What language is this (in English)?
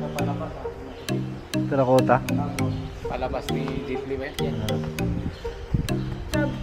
Filipino